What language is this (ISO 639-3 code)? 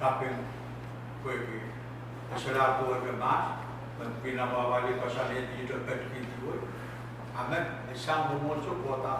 pon